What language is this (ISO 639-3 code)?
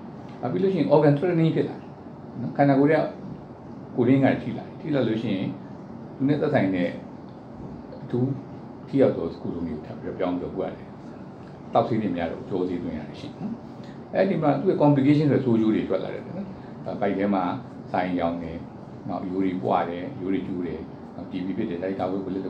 mya